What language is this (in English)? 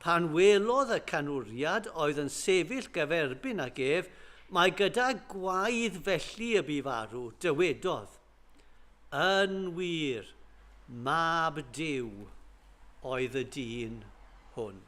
Welsh